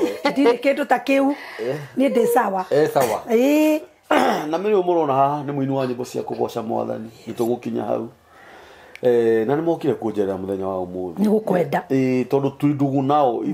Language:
Kikuyu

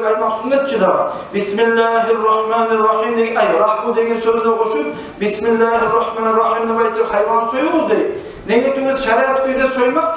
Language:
Kumyk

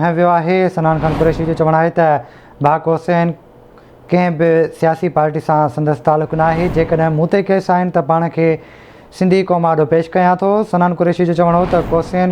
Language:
Sindhi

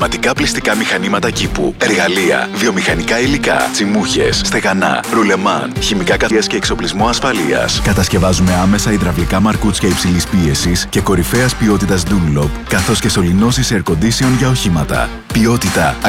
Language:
Greek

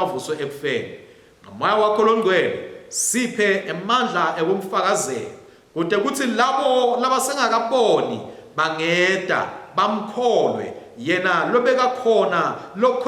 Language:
Swati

